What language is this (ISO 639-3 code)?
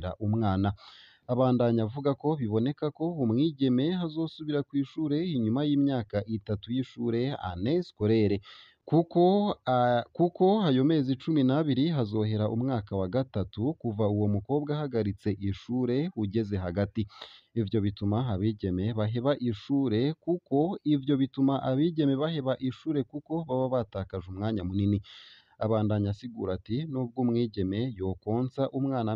run